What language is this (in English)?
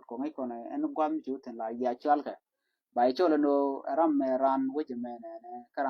Nuer